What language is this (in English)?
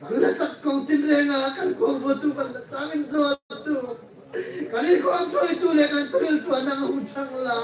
Hmar